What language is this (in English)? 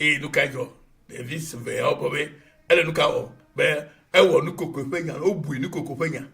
Ewe